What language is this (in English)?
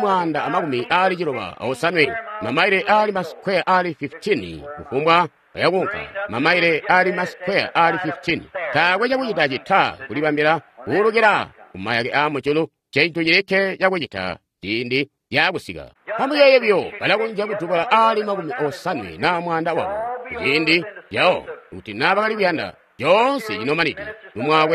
Tonga (Zambia)